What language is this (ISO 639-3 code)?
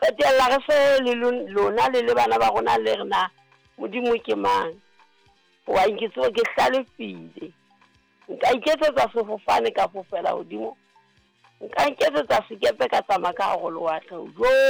sot